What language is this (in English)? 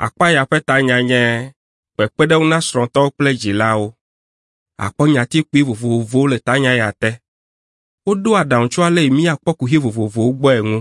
Ewe